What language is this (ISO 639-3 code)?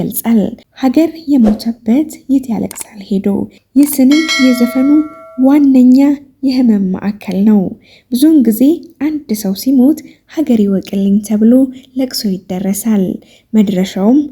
amh